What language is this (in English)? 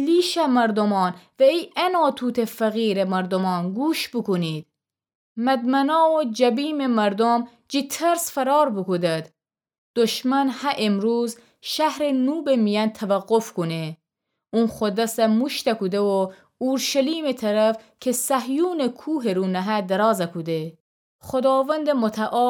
Gilaki